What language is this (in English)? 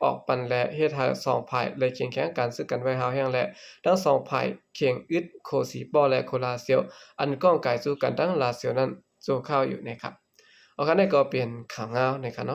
Lao